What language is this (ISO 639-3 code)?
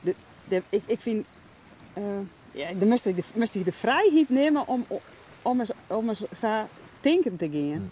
fry